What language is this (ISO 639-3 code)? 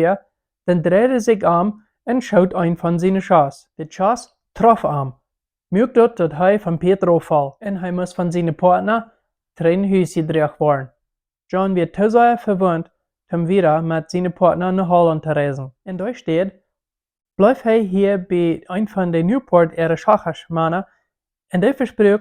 pdt